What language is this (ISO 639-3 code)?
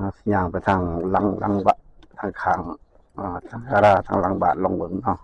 lao